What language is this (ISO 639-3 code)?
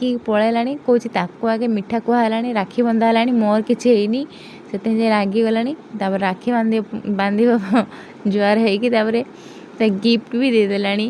ori